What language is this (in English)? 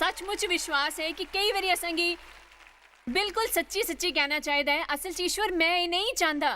Dogri